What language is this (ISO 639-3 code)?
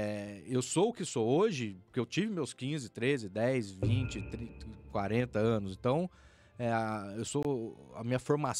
por